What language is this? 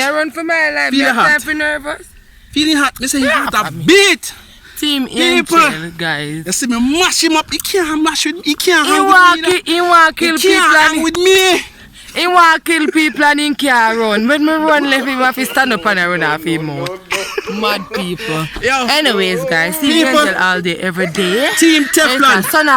Jamaican Creole English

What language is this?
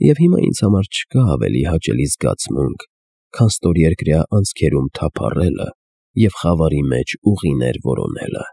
Armenian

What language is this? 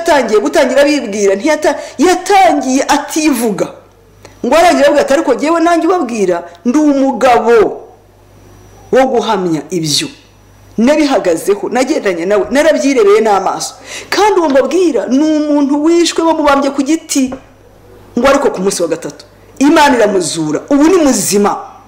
Kinyarwanda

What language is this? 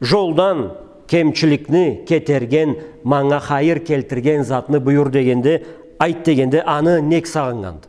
Karachay-Balkar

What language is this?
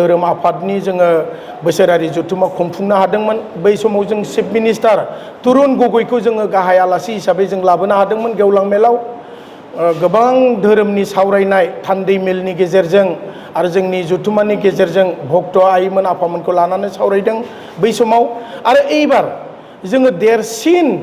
Bodo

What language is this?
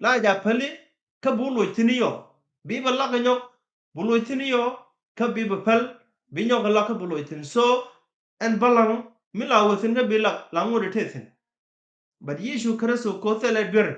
Nuer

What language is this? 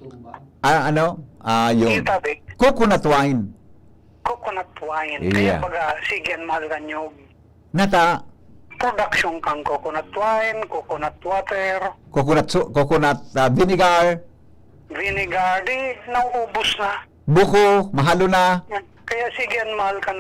Bikol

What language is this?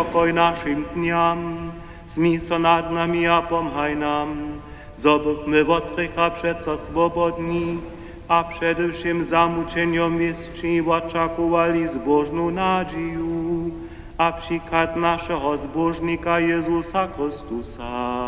Upper Sorbian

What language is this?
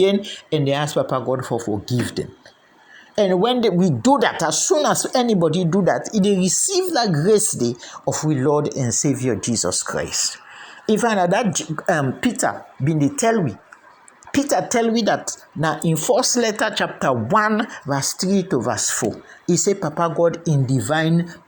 Krio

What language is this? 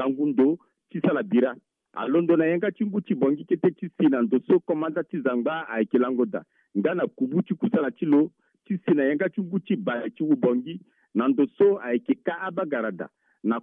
Sango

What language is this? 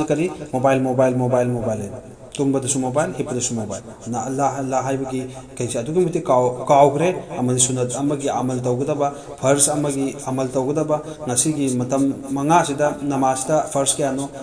Manipuri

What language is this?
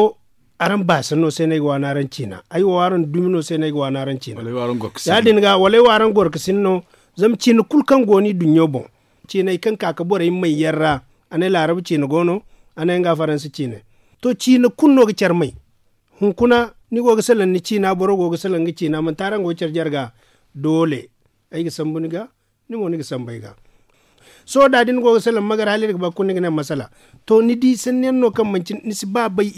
Zarma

